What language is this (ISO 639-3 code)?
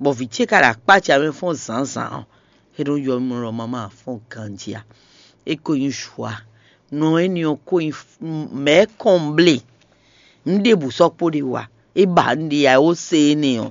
fon